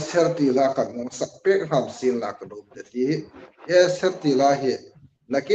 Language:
Hmar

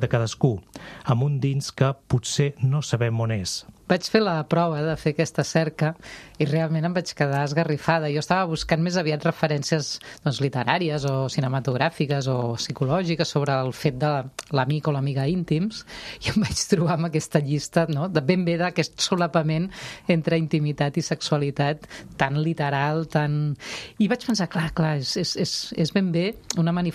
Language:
Catalan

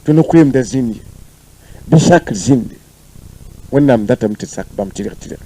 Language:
Mossi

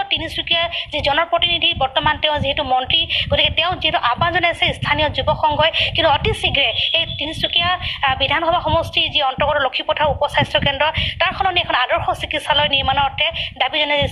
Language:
Assamese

